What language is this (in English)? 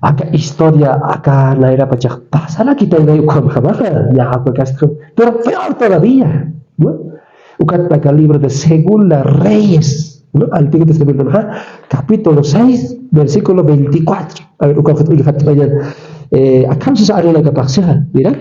Aymara